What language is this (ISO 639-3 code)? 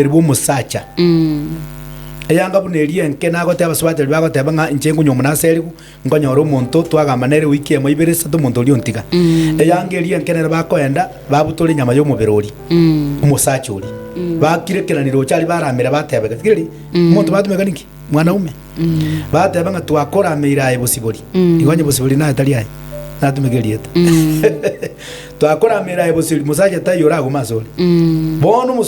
guz